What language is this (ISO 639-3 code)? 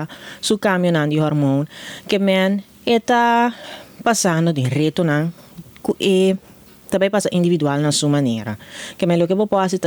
pap